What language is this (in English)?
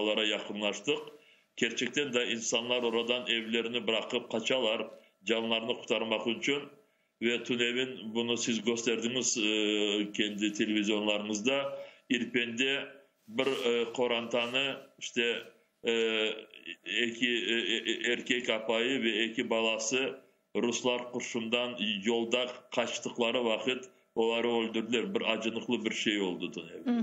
Crimean Tatar